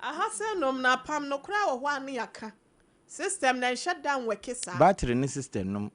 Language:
Akan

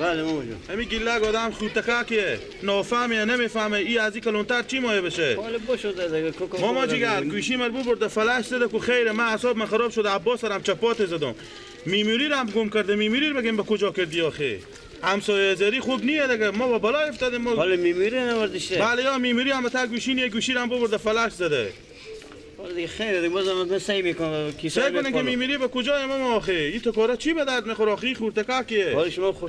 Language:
Persian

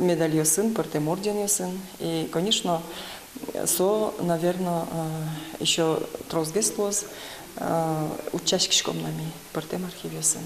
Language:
Udmurt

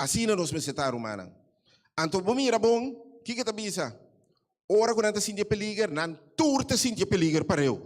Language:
Papiamento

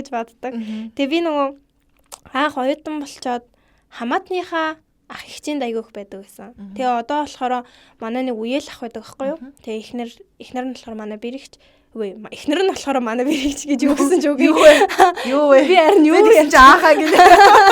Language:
Mongolian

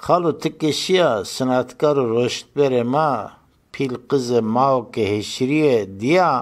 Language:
Zaza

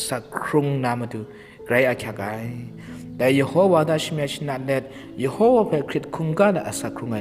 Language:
Kachin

